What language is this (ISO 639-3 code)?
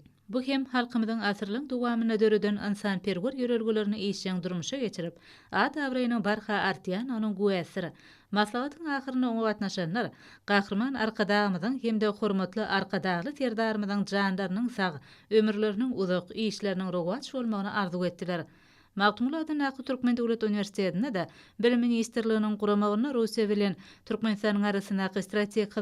tuk